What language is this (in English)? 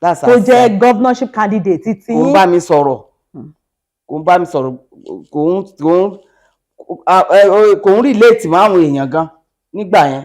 Yoruba